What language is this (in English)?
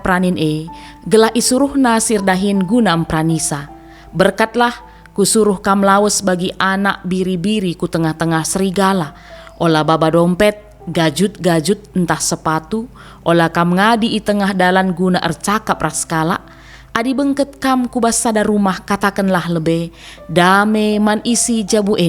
Batak Karo